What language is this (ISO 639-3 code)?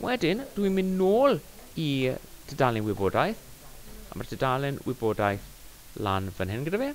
cym